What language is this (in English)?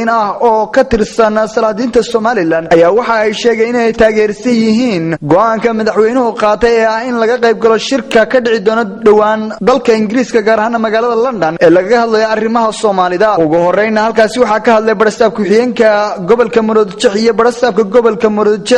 Somali